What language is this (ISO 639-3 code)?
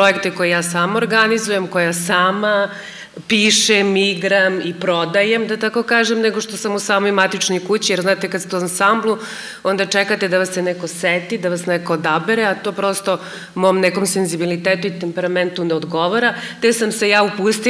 srp